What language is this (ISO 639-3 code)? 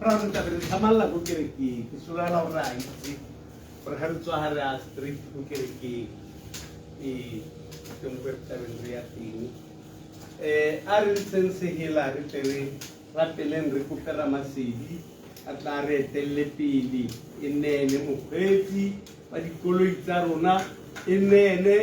tsn